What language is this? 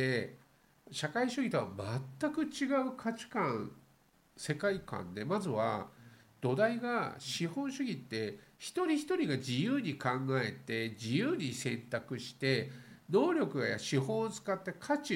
Japanese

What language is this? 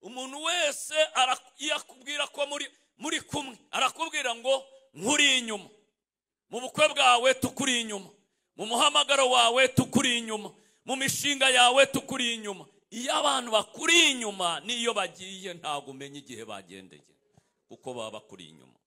Kinyarwanda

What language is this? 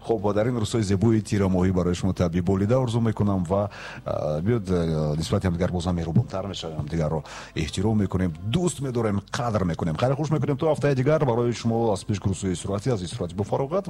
Tajik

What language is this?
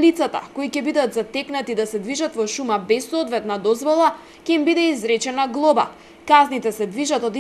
Macedonian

